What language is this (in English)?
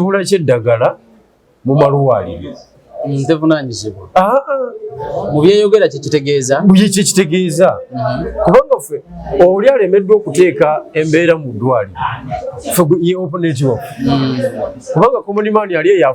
Ganda